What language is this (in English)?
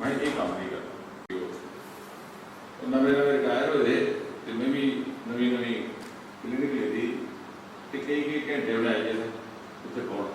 Dogri